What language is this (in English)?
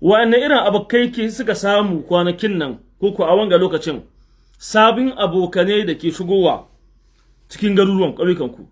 Hausa